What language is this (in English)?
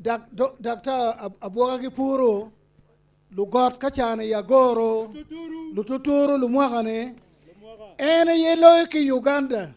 Acoli